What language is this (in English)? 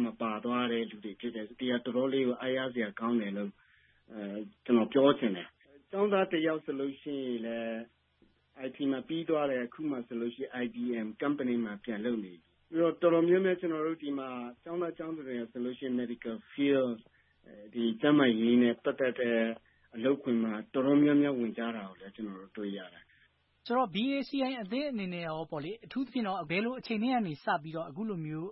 Burmese